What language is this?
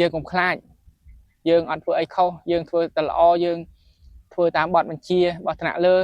Khmer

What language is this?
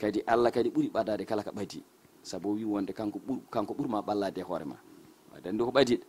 Fula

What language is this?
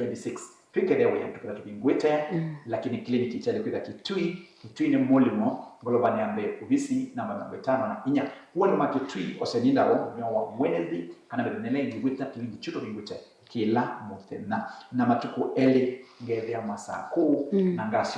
Kamba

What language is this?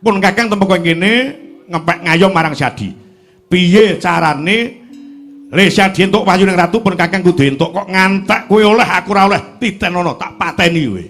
Javanese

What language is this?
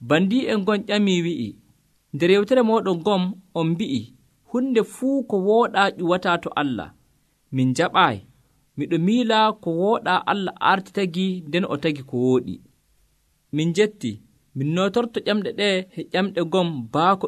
Nigerian Fulfulde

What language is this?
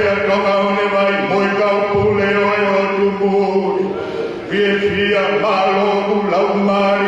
Tongan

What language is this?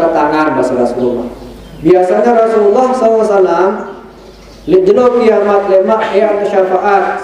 Sasak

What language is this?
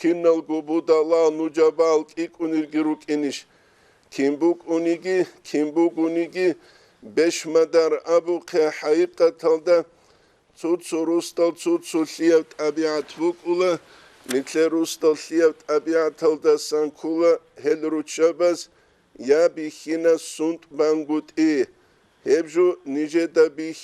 Avaric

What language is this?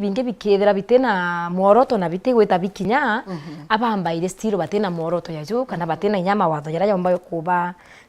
Meru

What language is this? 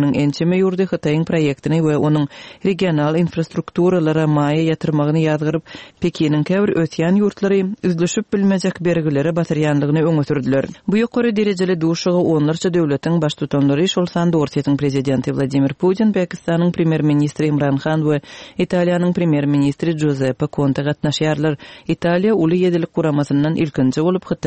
Turkmen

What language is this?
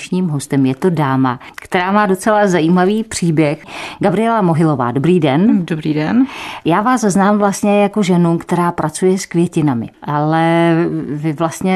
Czech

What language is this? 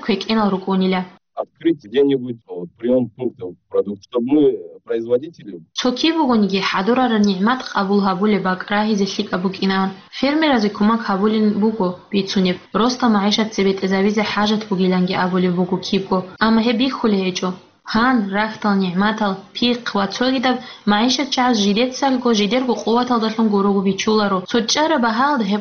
Avaric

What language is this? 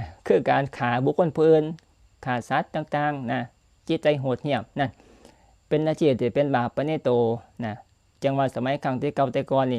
Northeastern Thai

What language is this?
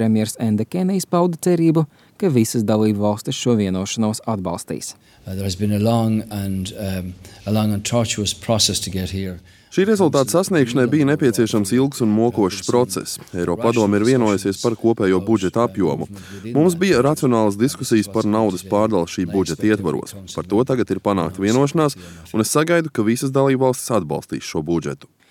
Latvian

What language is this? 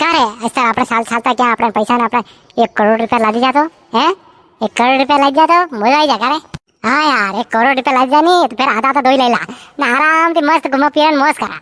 Rajasthani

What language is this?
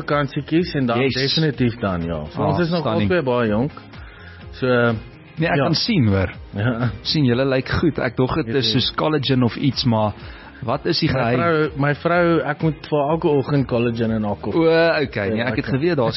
Afrikaans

